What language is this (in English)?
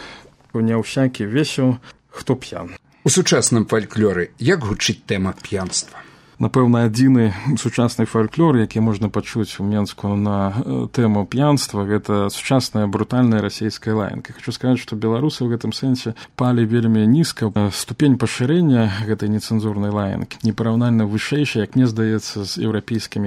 Belarusian